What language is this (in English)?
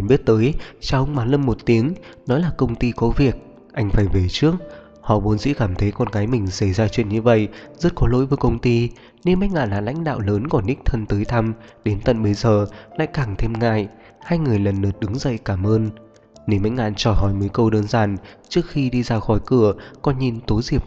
Vietnamese